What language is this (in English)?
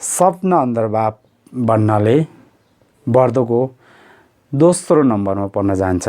Nepali